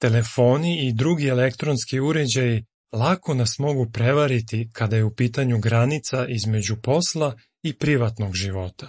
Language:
Serbian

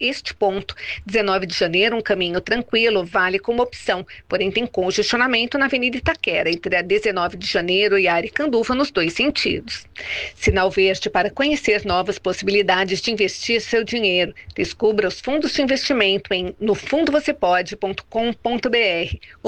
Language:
Portuguese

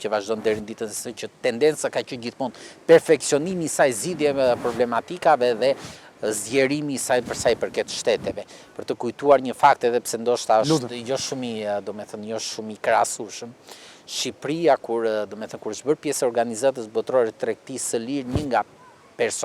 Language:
Albanian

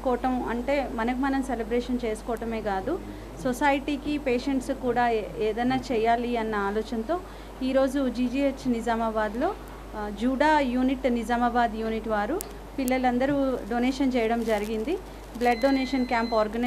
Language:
Telugu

